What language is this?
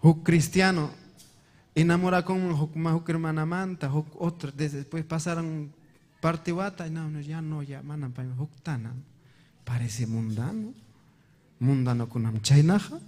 Ayacucho Quechua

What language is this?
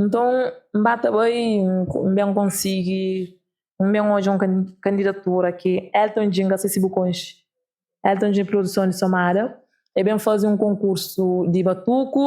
Kabuverdianu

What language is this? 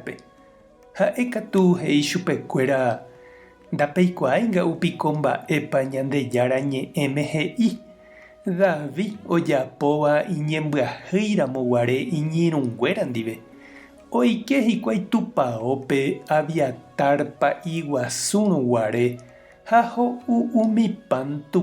Guarani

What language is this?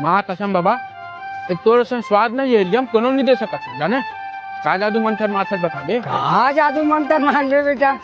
Chhattisgarhi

